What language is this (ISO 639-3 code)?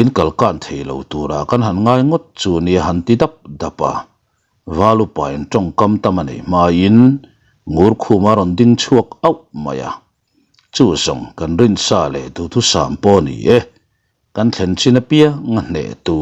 lus